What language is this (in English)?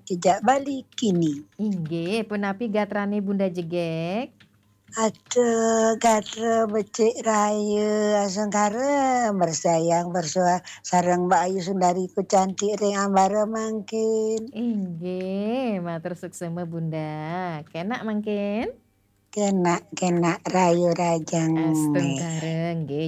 Balinese